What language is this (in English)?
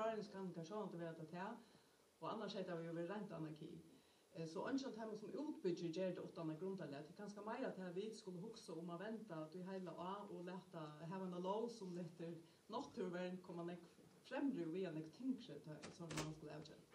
Faroese